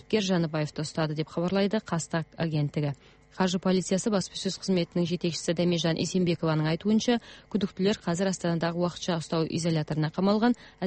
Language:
Kazakh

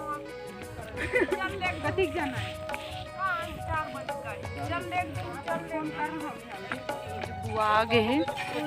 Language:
Chhattisgarhi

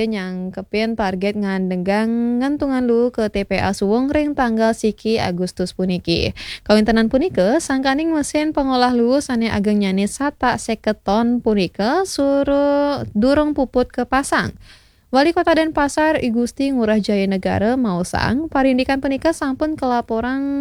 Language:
Balinese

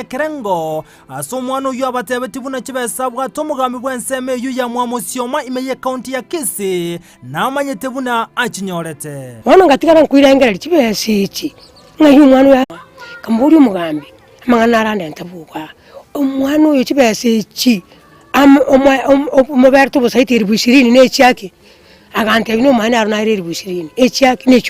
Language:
Gusii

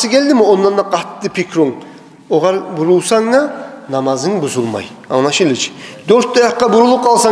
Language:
Kumyk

